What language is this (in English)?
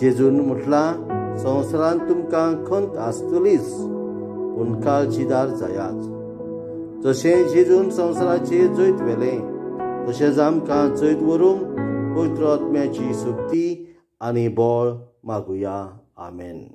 Konkani